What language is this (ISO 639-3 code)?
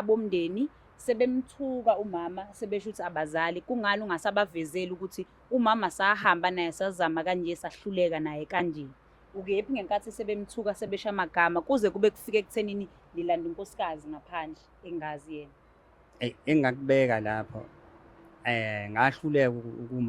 zul